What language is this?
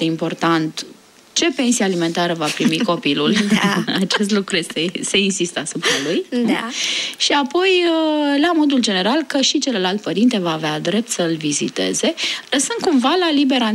Romanian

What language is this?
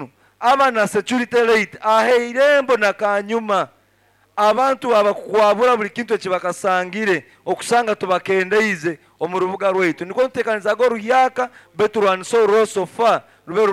Nyoro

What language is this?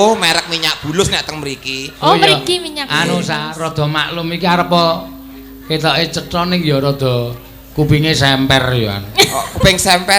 Javanese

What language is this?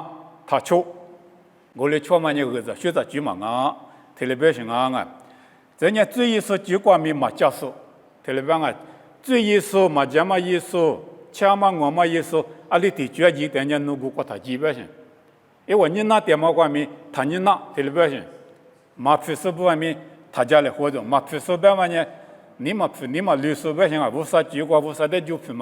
Lisu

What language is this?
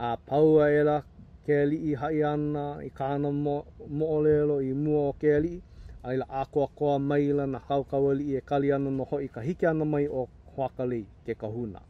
Hawaiian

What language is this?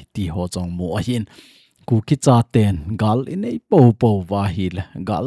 Thado Chin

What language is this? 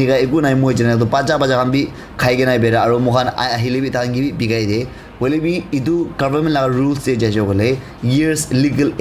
Naga Pidgin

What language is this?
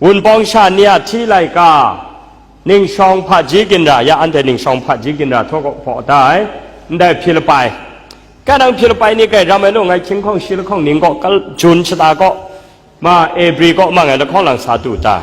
Kachin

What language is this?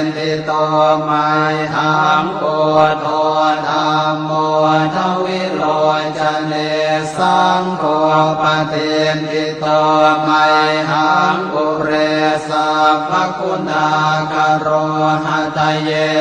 Pali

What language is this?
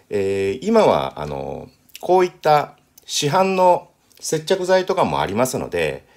Japanese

